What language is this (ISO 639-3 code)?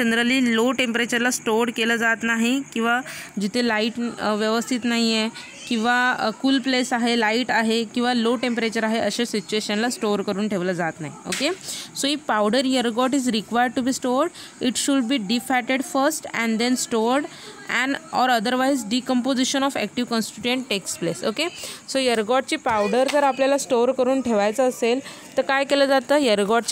mar